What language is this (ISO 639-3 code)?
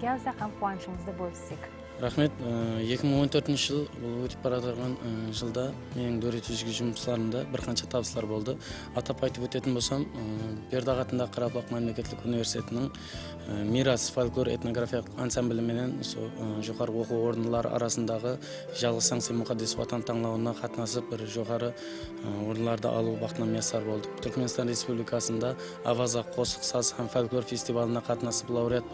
kaa